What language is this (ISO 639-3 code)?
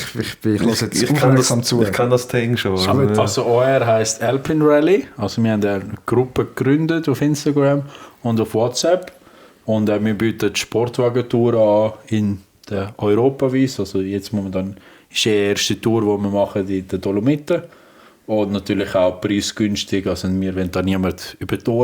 gsw